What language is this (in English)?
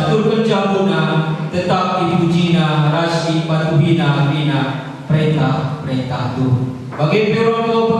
Batak Karo